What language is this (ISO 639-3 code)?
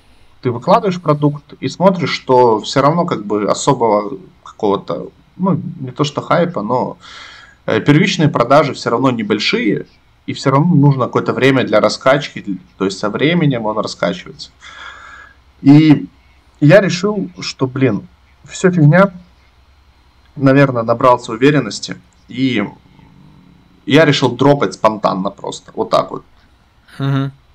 rus